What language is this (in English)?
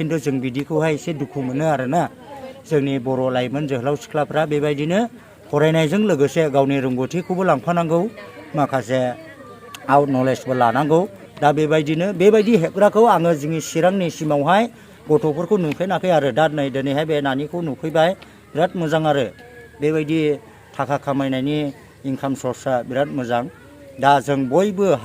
Bodo